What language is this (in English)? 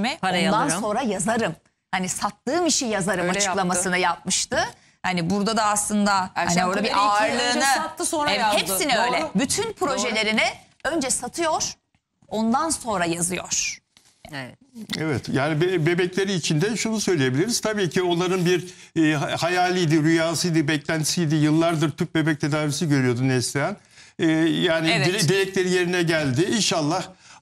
Turkish